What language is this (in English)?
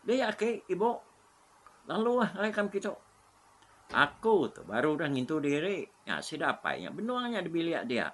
Iban